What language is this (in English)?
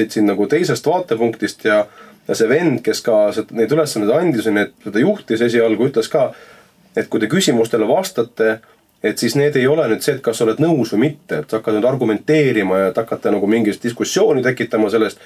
Estonian